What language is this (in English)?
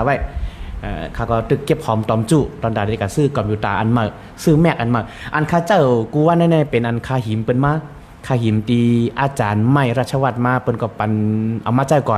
Shan